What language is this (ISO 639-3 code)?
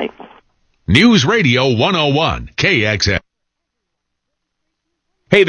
eng